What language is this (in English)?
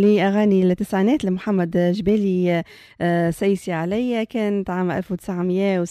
Tunisian Arabic